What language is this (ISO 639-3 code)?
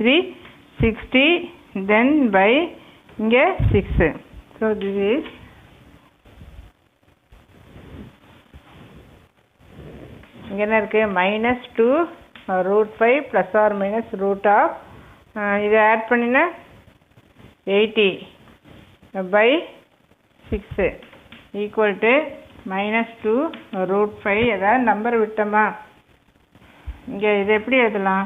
tam